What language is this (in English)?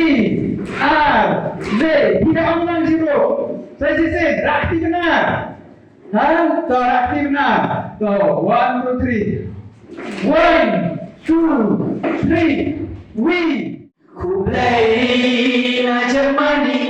Khasi